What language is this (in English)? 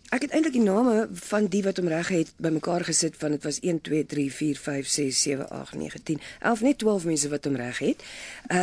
Afrikaans